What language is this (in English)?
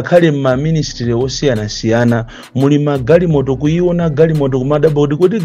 Nyanja